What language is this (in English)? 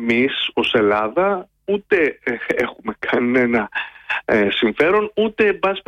Greek